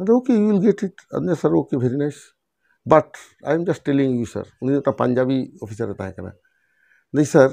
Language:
Santali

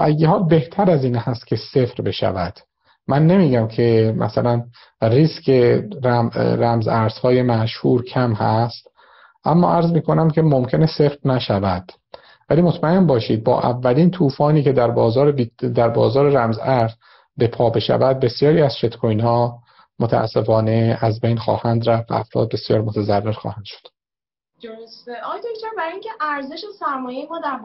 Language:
Persian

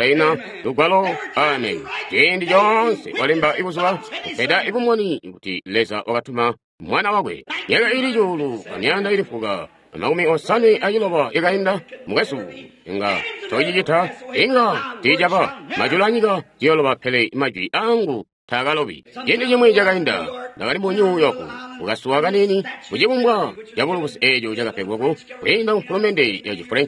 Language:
Tonga (Zambia)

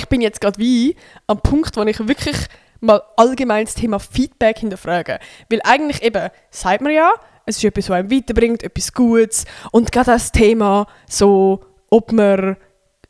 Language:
Swiss German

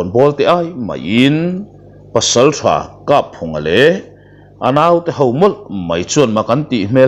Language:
Mizo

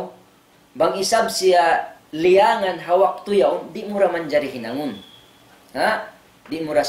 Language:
Tausug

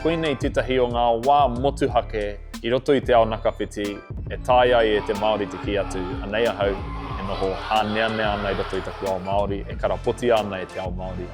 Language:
Māori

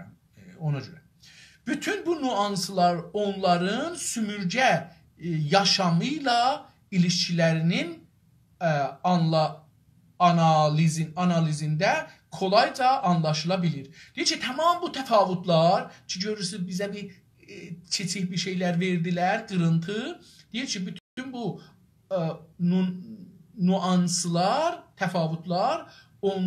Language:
South Azerbaijani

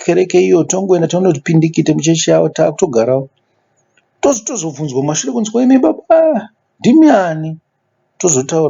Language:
Shona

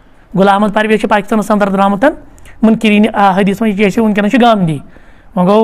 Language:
Kashmiri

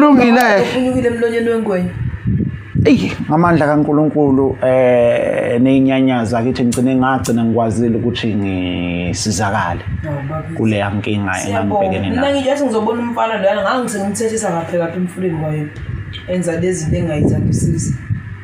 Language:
Zulu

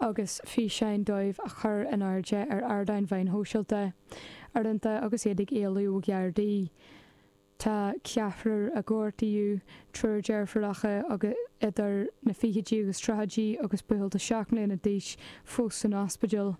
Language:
Irish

